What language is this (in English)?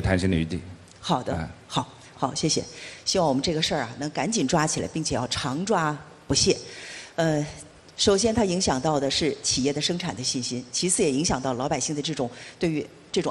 Chinese